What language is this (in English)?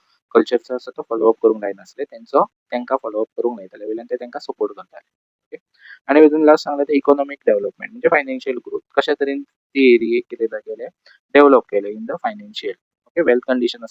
Konkani